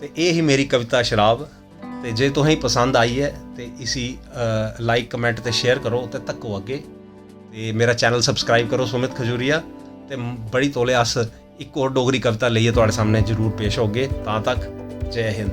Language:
Dogri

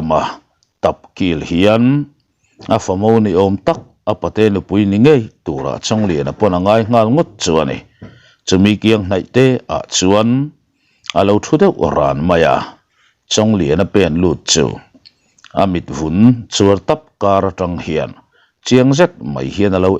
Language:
Mizo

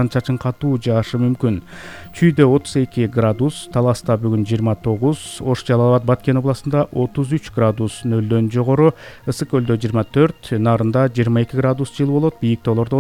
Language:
Kyrgyz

